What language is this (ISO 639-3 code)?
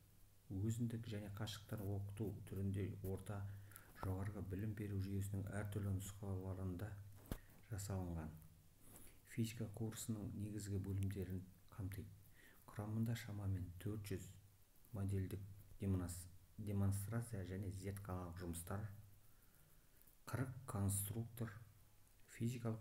kaz